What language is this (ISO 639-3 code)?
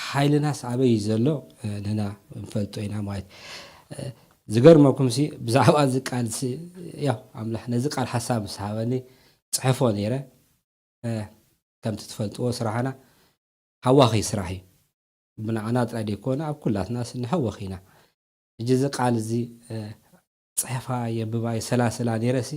tir